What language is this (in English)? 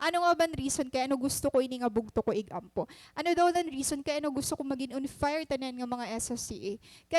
Waray